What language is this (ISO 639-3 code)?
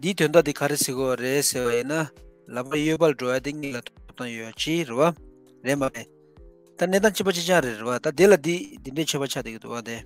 bod